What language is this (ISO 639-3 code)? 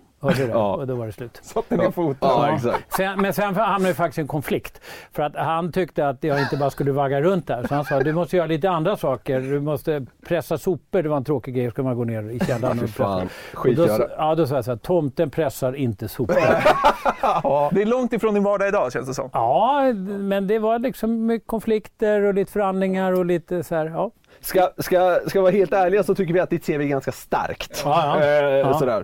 swe